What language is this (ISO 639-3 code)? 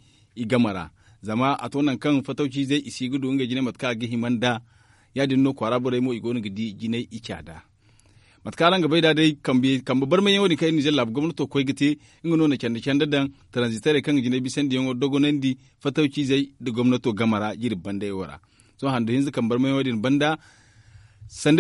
dje